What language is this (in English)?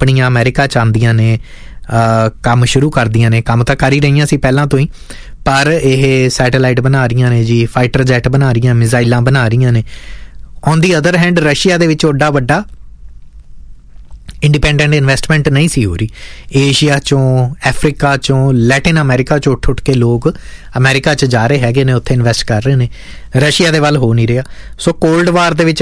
Punjabi